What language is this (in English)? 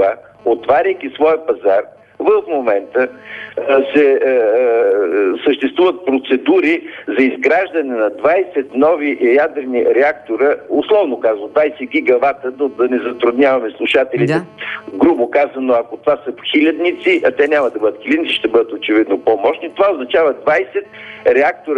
Bulgarian